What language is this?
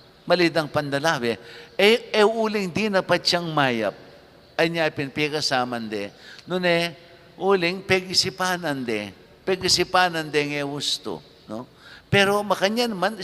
Pampanga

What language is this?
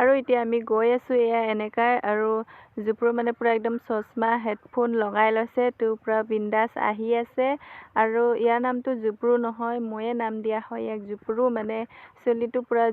Assamese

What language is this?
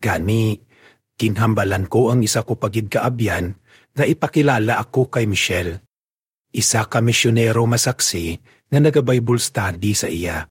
Hiligaynon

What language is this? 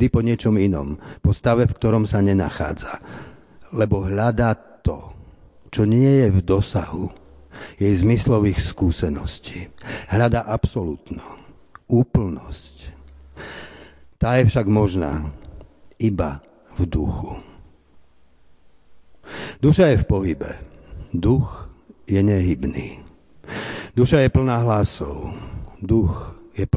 Slovak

